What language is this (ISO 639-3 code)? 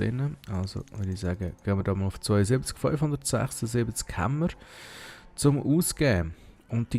gsw